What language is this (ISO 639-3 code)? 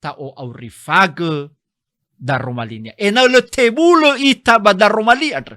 nia